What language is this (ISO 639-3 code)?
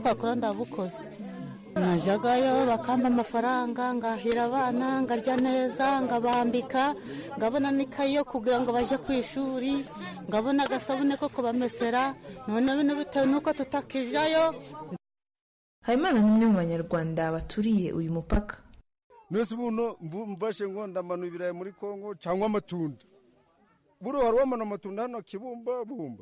kin